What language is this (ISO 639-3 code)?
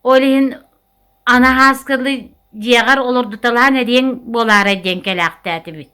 sah